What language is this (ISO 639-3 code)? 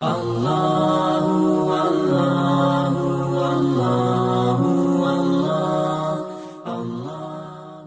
mui